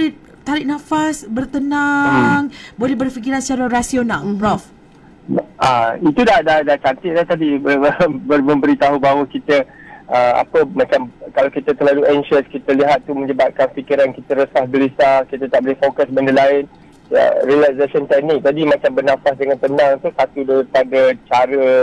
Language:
Malay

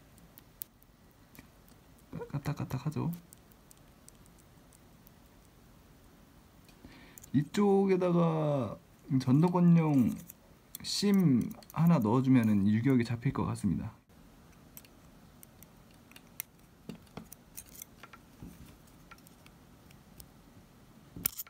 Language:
Korean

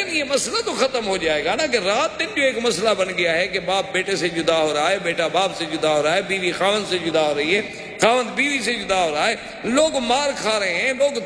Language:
Urdu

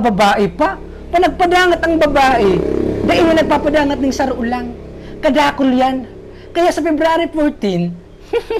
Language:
Bikol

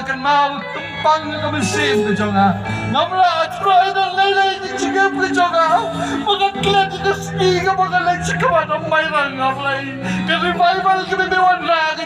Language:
Khasi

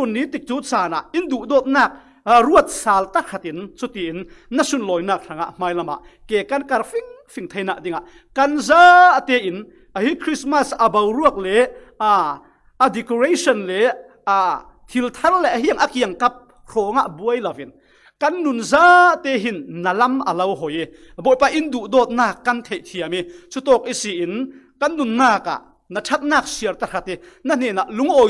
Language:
Falam Chin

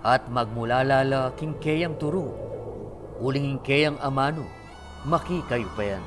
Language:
Pampanga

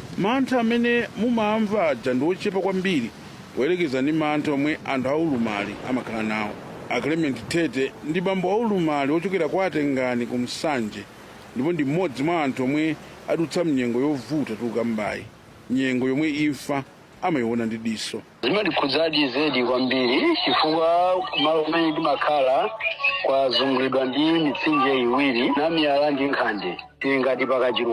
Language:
Nyanja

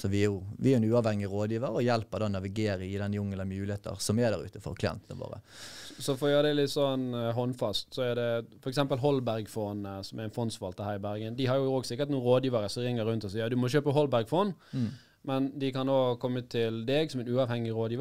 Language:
Norwegian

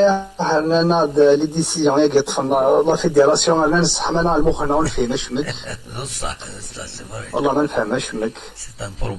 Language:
Kabyle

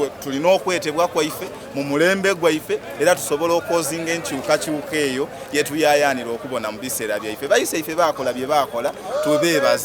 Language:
Soga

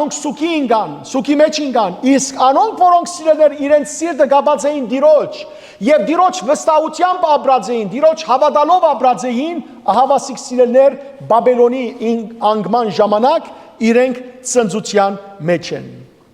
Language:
Western Armenian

